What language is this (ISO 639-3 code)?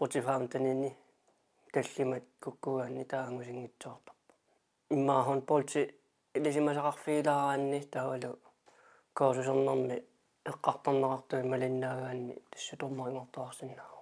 kal